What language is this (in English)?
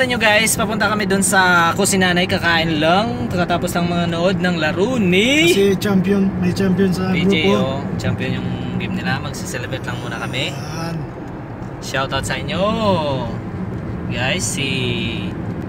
Filipino